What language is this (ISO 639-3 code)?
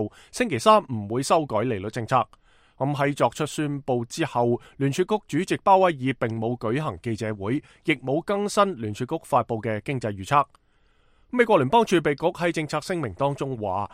yue